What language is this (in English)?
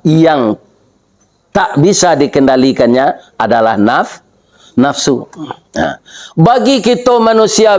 Minangkabau